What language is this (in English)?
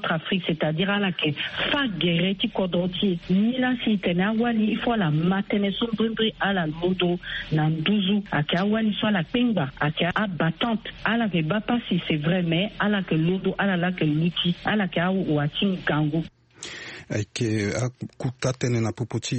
Sango